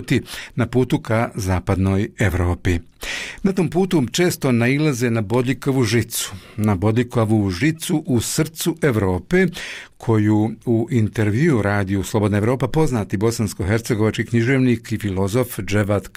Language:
Bosnian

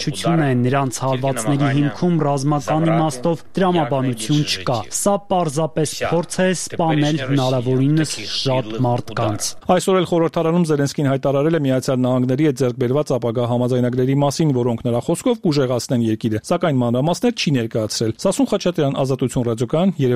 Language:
Armenian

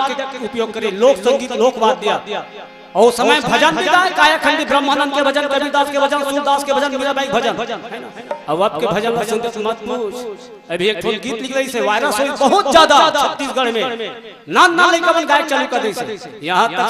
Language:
Chhattisgarhi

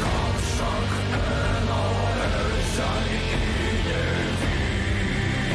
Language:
Erzya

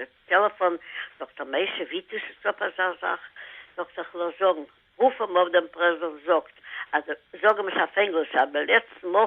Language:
Yiddish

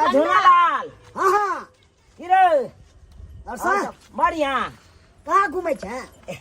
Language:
Maithili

